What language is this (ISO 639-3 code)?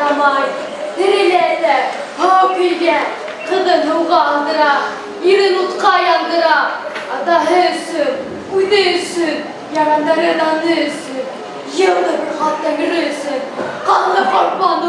bak